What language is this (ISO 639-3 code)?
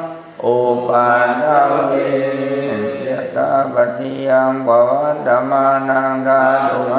pli